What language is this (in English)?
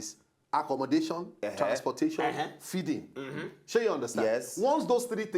Nigerian Pidgin